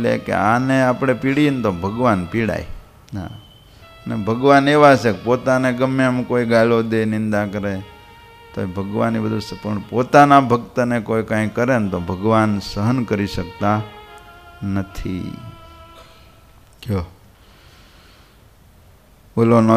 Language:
Gujarati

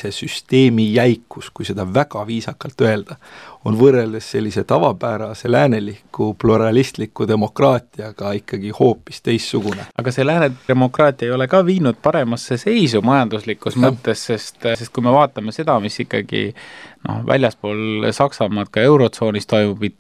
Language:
Estonian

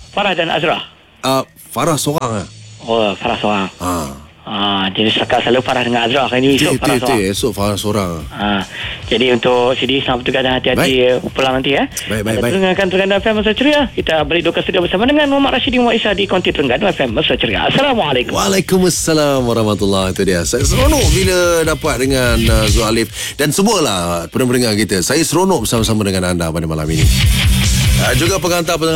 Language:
Malay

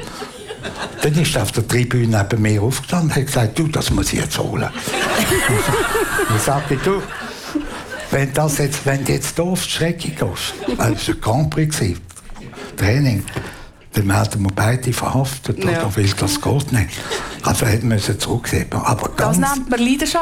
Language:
German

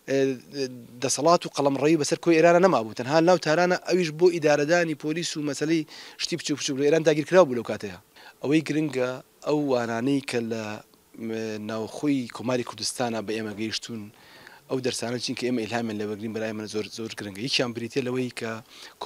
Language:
Central Kurdish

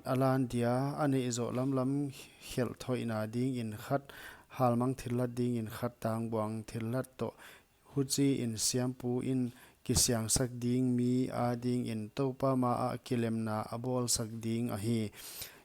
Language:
Paite Chin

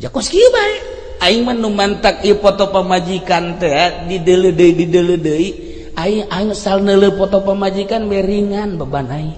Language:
Sundanese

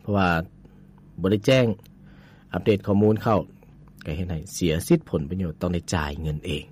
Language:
Lao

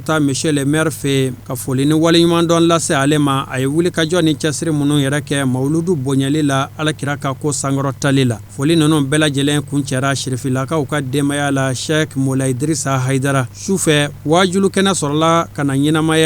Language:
Bambara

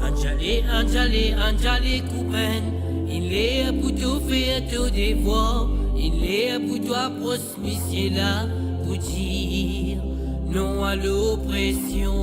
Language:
Morisyen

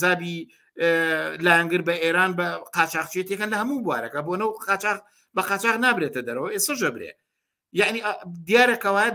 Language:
Central Kurdish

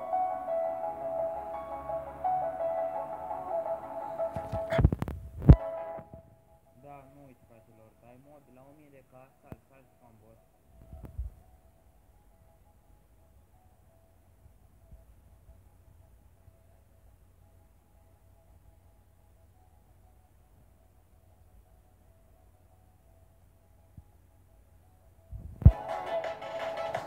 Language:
Romanian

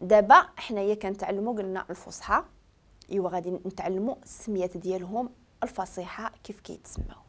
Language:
Moroccan Arabic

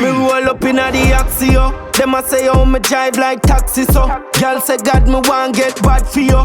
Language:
Jamaican Creole English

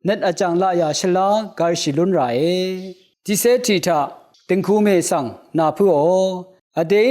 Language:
Rawang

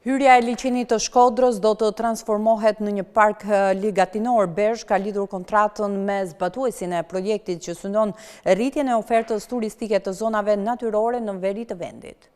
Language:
Albanian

